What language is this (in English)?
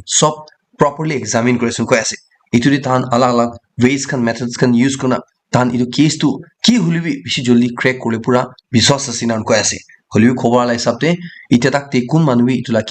Naga Pidgin